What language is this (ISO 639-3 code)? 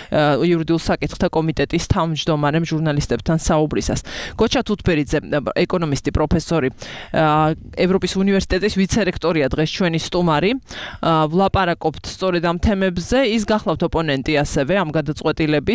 kat